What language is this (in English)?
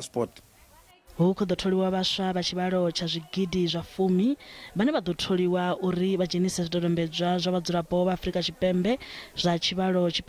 Venda